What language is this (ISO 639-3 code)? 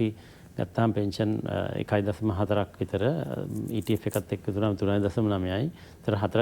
sin